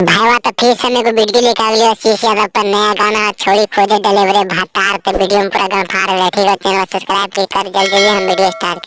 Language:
Magahi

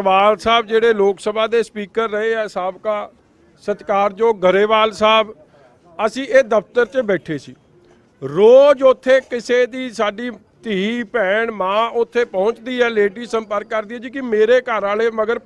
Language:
Punjabi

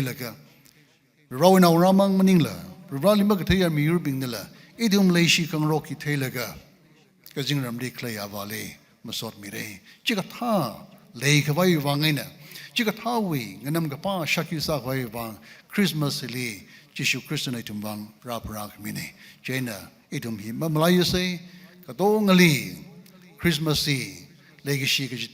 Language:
Tangkhul Naga (India)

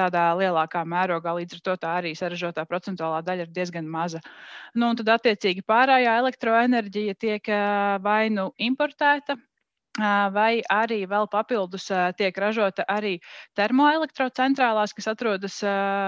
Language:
Latvian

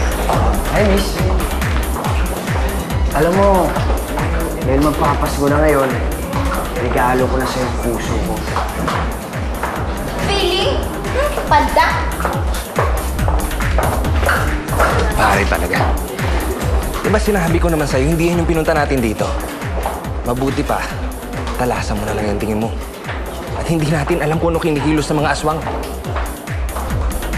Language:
Filipino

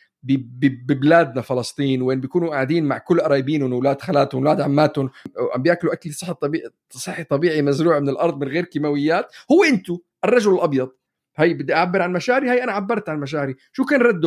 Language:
North Levantine Arabic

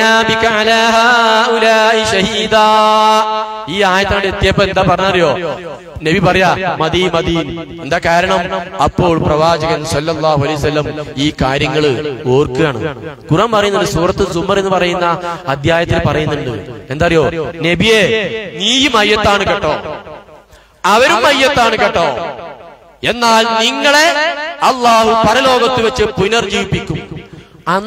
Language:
Malayalam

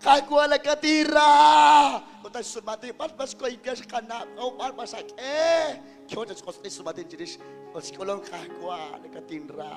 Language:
Kekchí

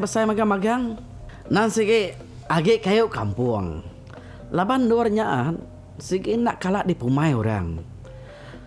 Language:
Iban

